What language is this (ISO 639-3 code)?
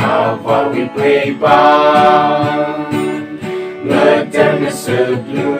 nmf